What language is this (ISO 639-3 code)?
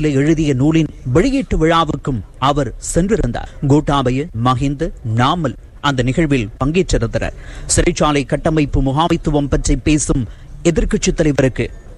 tam